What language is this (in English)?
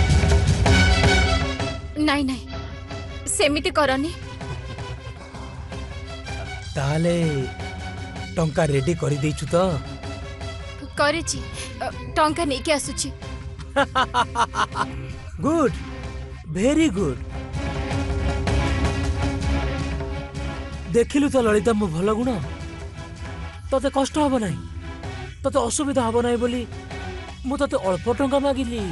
Odia